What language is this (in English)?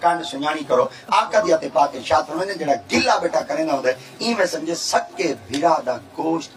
Saraiki